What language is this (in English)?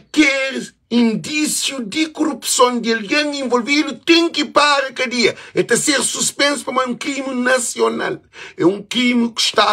Kabuverdianu